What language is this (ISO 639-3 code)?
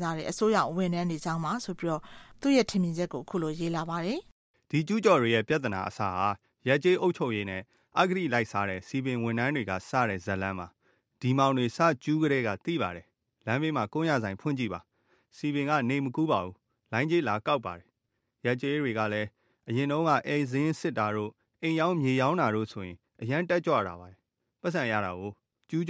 mya